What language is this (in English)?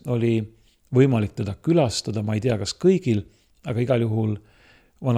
Estonian